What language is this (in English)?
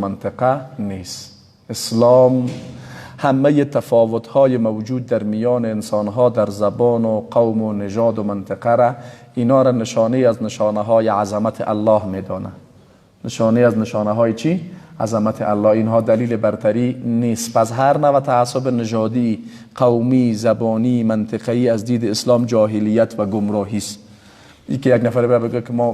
Persian